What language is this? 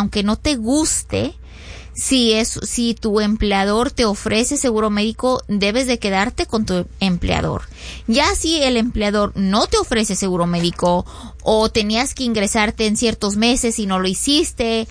Spanish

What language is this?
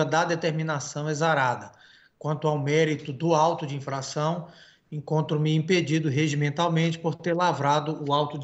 Portuguese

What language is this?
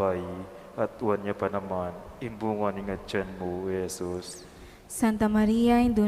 Pampanga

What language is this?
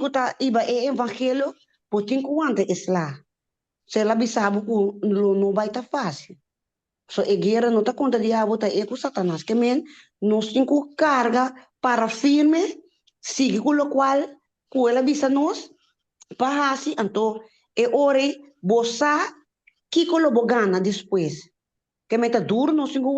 Papiamento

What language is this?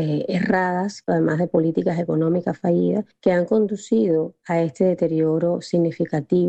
Spanish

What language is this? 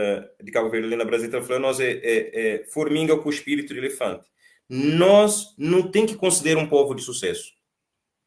Kabuverdianu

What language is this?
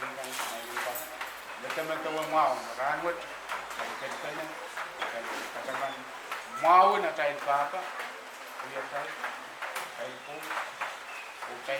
Pohnpeian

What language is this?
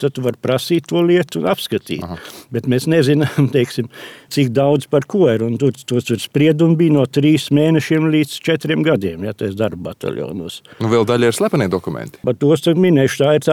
Latvian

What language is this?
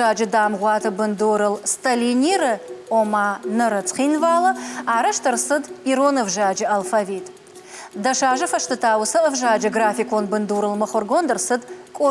Ossetic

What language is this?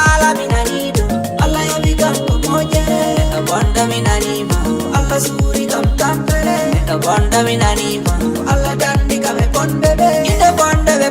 Fula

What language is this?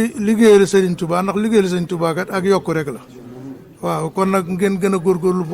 Wolof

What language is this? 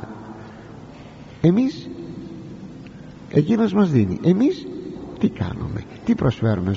Greek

